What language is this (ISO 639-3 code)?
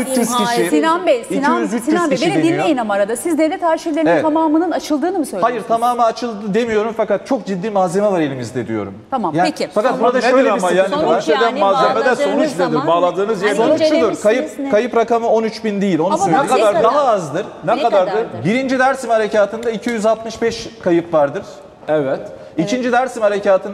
tur